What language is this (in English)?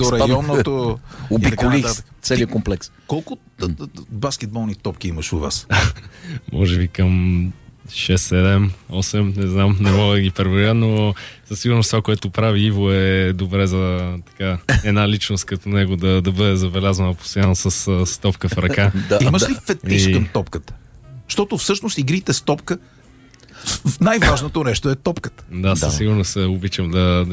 Bulgarian